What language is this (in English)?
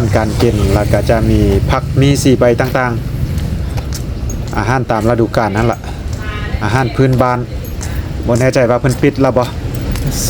Lao